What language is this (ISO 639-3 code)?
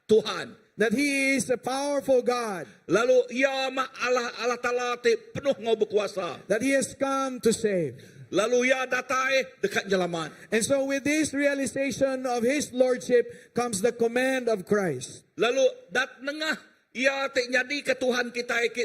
iba